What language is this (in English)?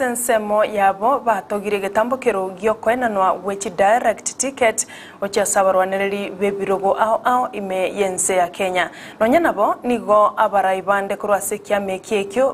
Gusii